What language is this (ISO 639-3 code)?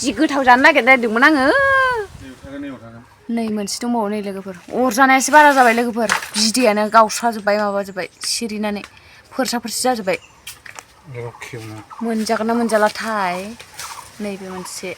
brx